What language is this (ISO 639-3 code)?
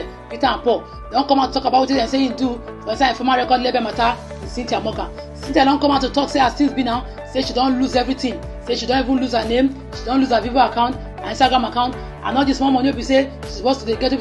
pcm